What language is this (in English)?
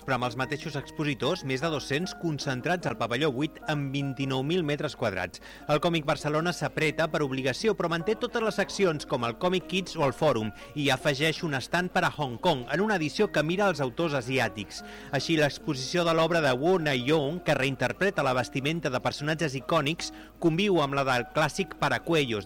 Catalan